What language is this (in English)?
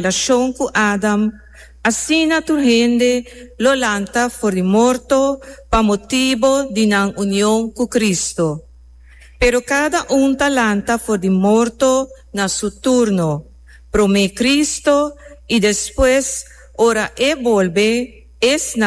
Papiamento